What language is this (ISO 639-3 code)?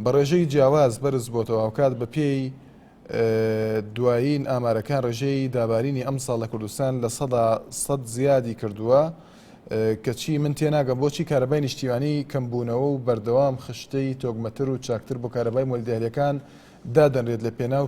ckb